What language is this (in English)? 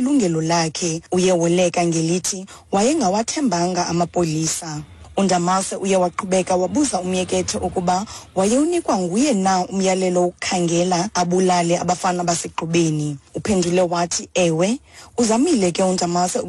Xhosa